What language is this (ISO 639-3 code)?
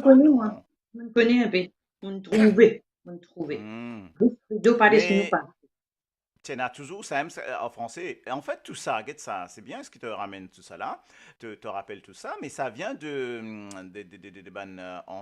mfe